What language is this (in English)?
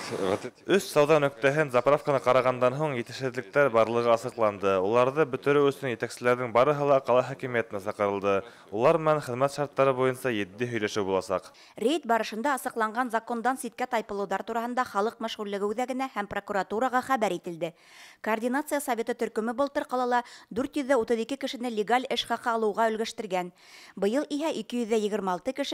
Bashkir